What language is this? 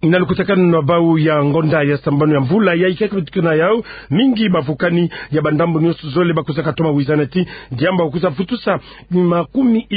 Kituba (Democratic Republic of Congo)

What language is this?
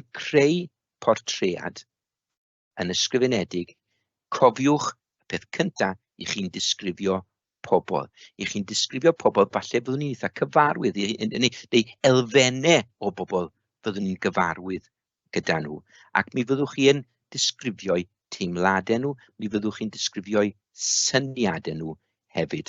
Welsh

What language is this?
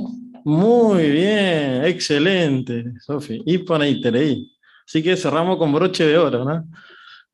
Guarani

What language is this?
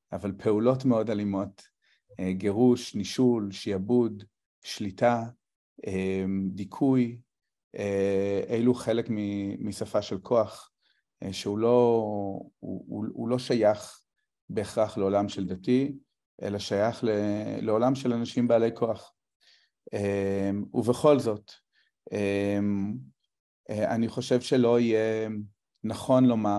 Hebrew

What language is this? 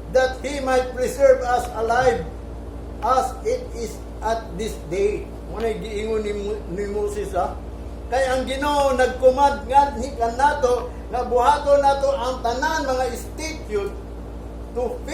Cebuano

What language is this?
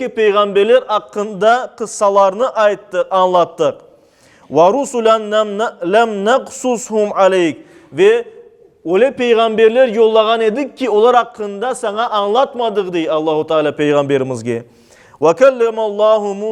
Crimean Tatar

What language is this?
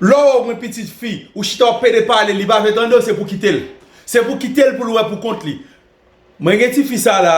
Haitian Creole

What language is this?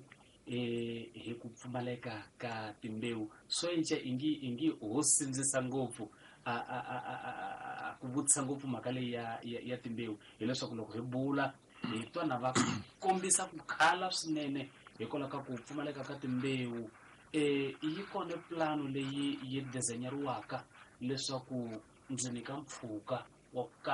Tsonga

